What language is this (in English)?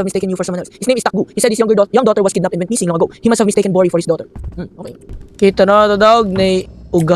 Cebuano